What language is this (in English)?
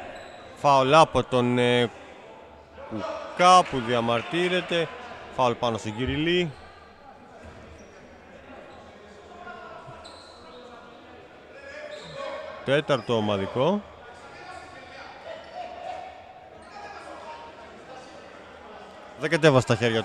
Greek